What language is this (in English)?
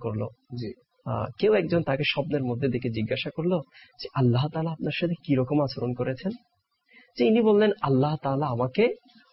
Bangla